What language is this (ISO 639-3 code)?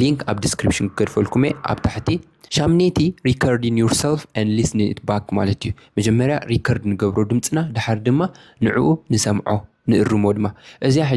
tir